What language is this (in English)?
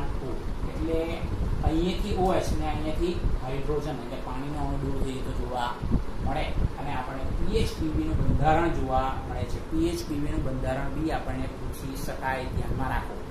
Gujarati